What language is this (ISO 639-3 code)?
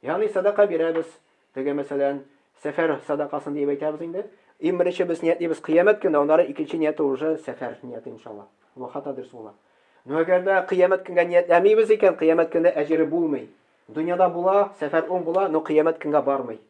tat